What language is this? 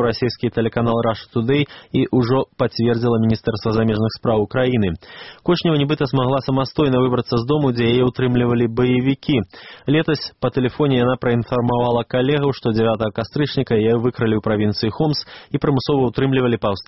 Belarusian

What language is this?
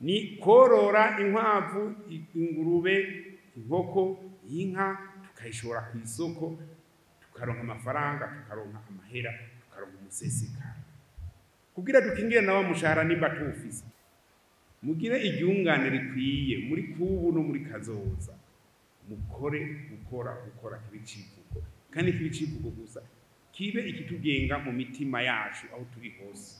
Rundi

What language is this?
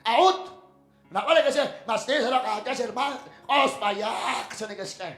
Kekchí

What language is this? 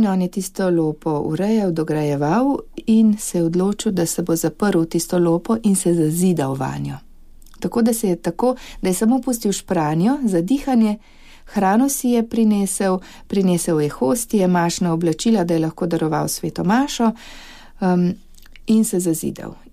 Slovenian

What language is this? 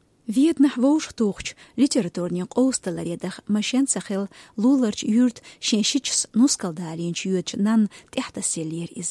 Chechen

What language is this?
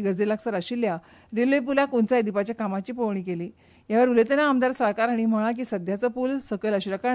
Konkani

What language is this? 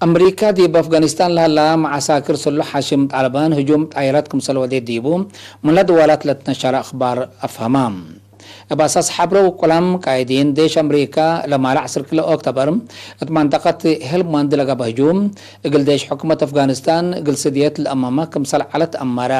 Tigre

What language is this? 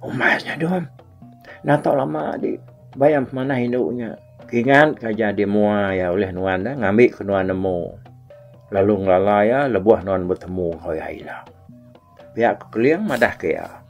Iban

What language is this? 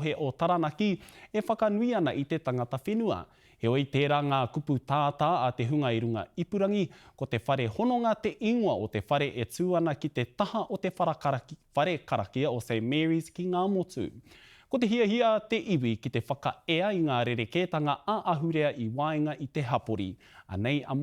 Māori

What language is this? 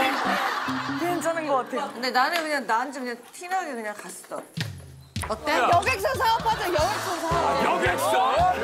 Korean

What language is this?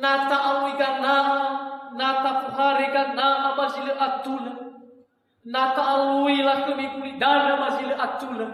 Nias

